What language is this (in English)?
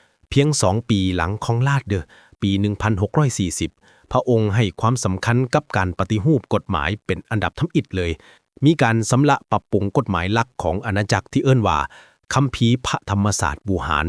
Lao